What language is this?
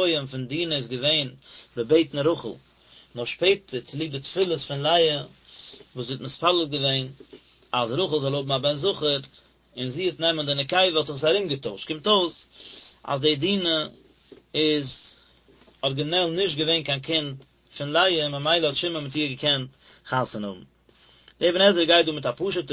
Yiddish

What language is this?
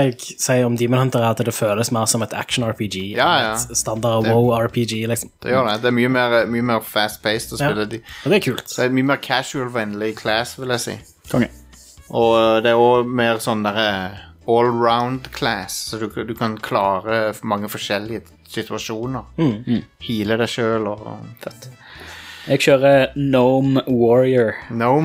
Norwegian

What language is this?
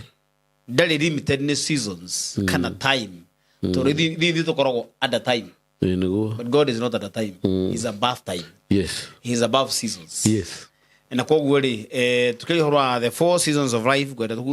Kikuyu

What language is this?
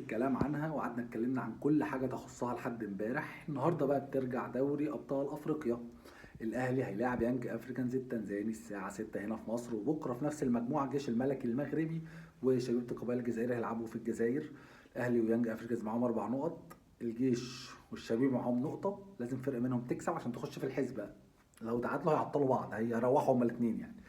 Egyptian Arabic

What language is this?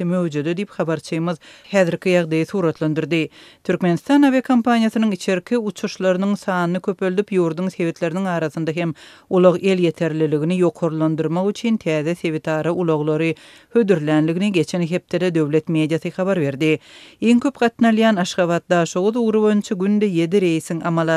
Turkmen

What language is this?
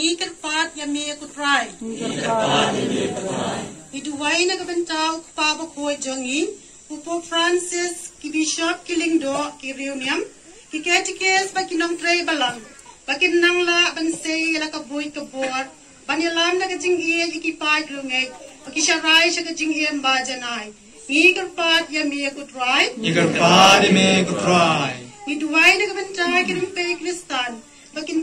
Khasi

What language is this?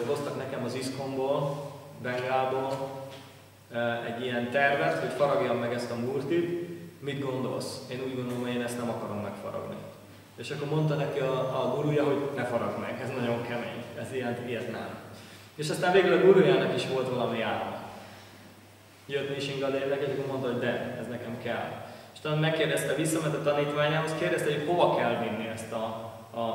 Hungarian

